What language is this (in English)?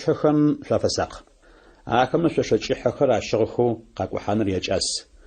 Adyghe